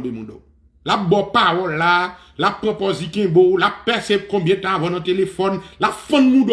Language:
Haitian Creole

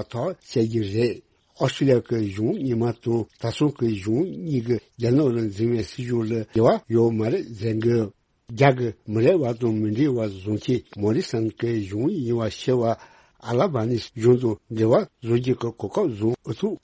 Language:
Tibetan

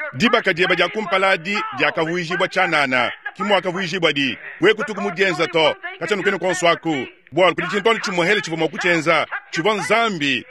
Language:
Luba-Lulua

